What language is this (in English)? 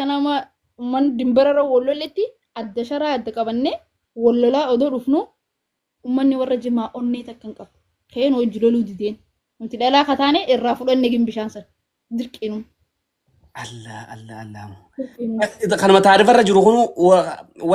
Oromo